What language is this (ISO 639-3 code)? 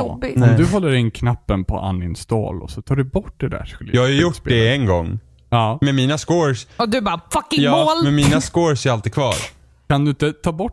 swe